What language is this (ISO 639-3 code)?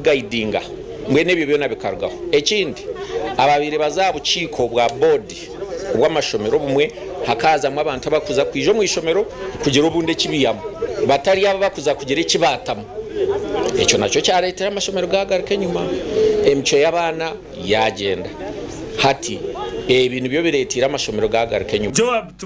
nyn